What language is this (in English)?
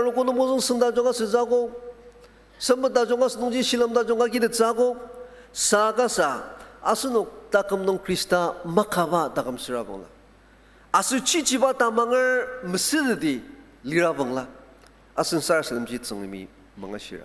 Ao Naga